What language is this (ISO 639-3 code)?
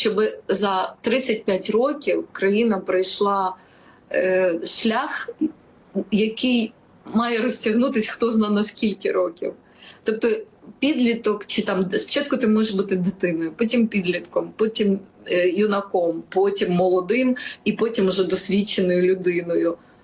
ukr